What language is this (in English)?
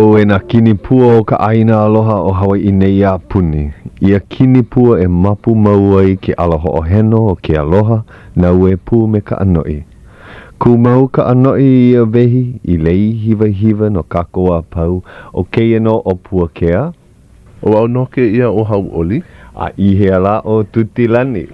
Hawaiian